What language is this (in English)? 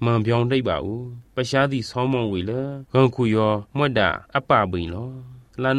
Burmese